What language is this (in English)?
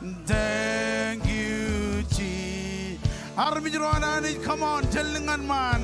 Marshallese